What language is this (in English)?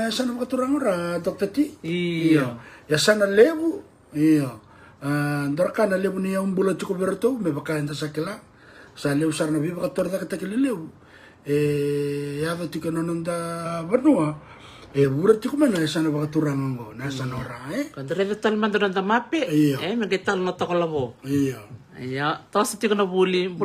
Fijian